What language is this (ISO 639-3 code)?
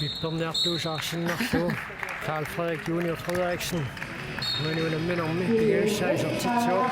kal